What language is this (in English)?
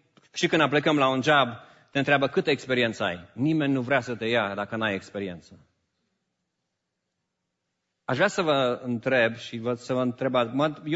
Romanian